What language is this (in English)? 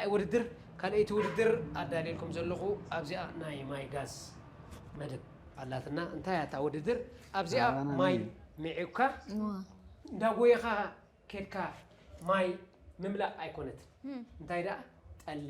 Tigrinya